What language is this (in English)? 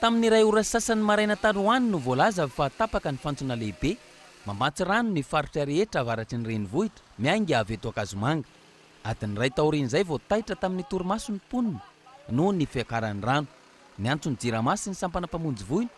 Malagasy